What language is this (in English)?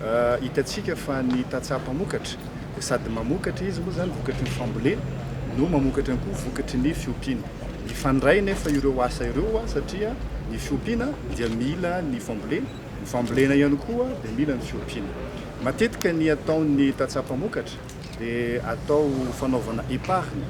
Malagasy